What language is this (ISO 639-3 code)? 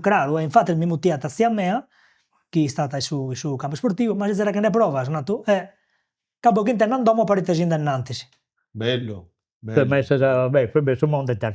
srd